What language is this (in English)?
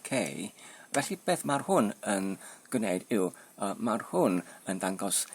Welsh